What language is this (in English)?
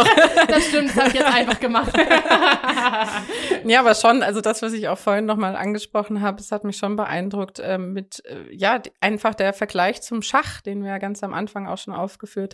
German